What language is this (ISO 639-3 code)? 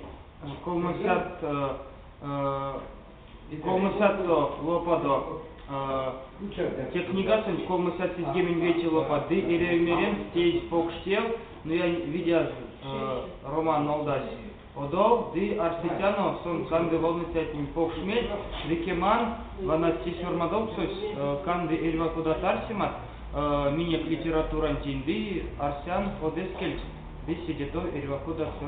myv